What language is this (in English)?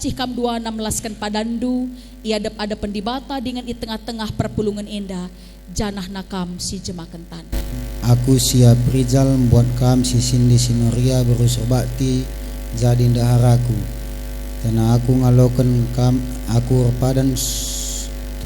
Batak Karo